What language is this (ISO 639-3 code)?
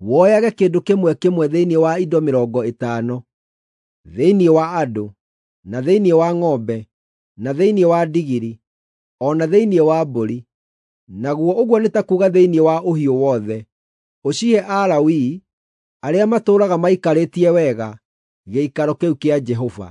kik